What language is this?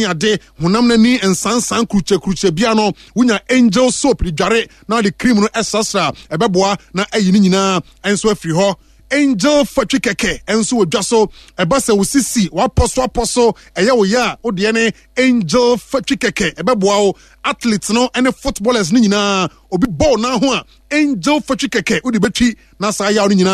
Akan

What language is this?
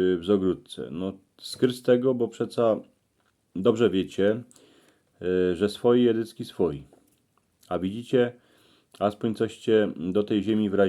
Silesian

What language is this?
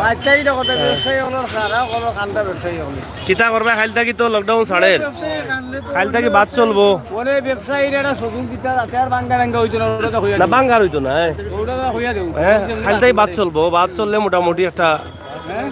Sylheti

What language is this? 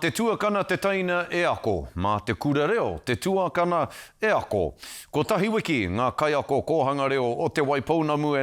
Māori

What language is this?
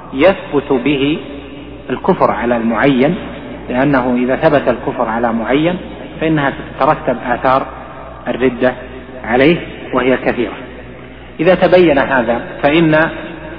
Arabic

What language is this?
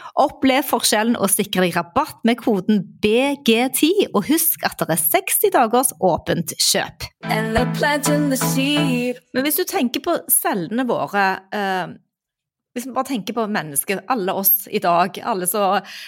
Norwegian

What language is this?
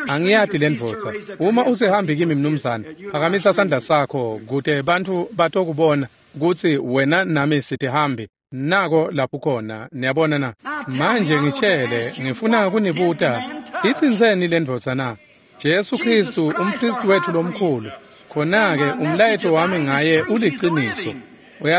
Swati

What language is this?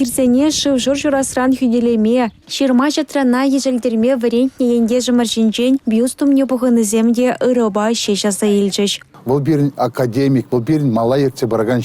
Chuvash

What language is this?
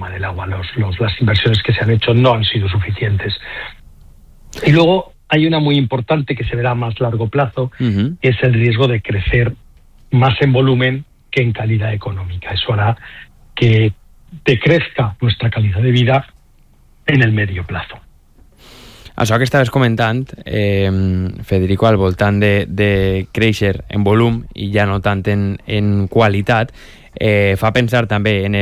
Catalan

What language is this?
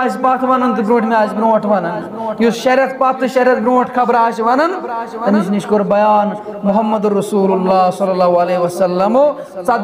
Kashmiri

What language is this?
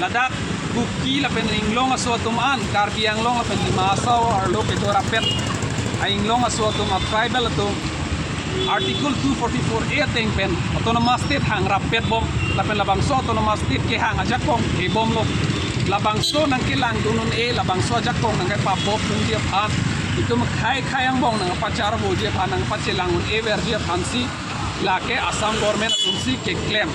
Karbi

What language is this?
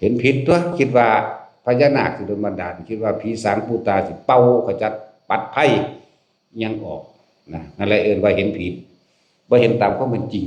Lao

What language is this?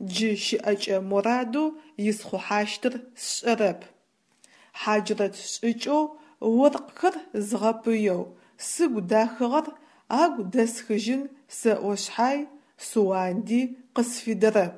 Adyghe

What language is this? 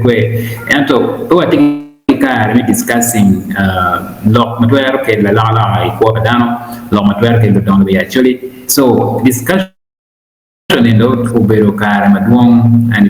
Acoli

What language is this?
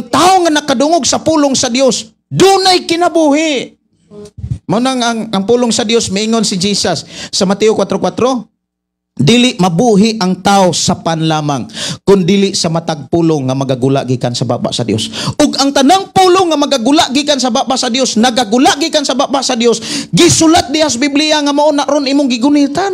Cebuano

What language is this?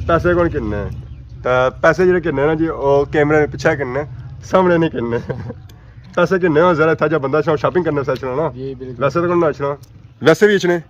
Pahari-Potwari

